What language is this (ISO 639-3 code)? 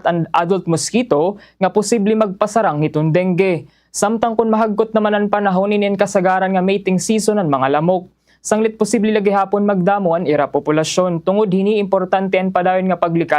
war